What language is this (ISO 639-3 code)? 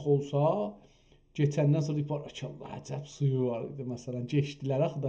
azb